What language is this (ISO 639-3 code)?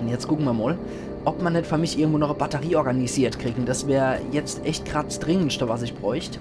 pfl